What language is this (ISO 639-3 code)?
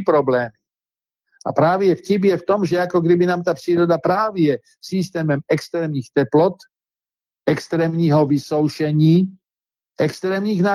ces